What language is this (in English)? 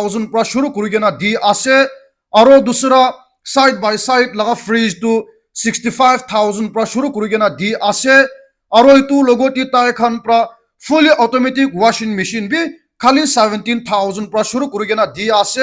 Naga Pidgin